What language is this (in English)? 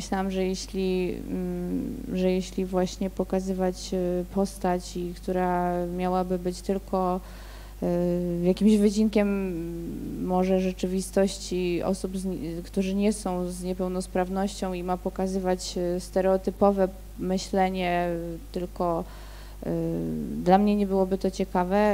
Polish